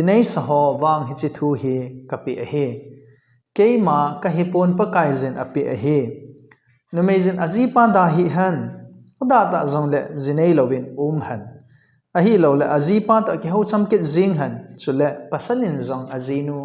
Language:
Thado Chin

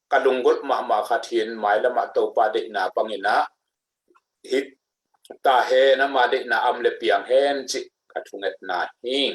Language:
Tedim Chin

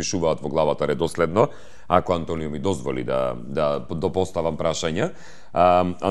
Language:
Macedonian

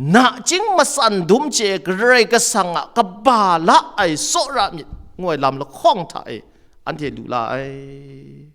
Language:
Kachin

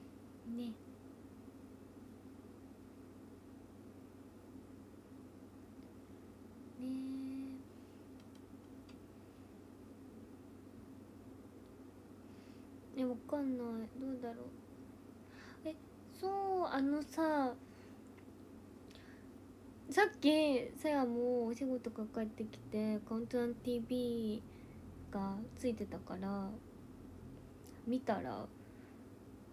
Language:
Japanese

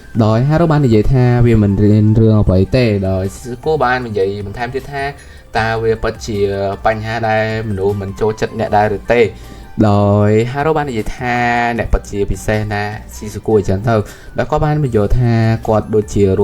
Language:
Khmer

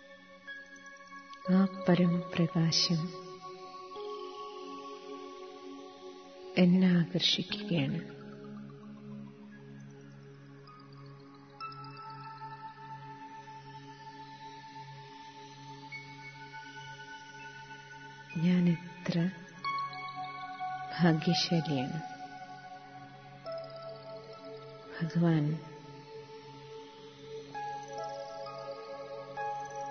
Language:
Malayalam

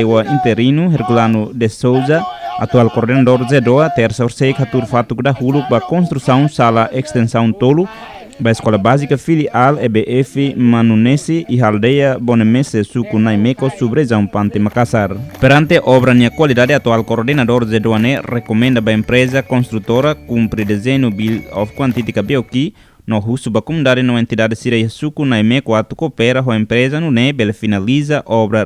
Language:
Tetum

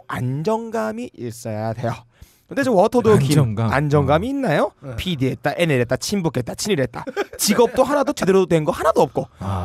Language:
Korean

